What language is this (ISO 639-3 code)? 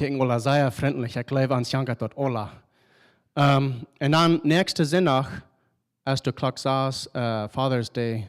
pdt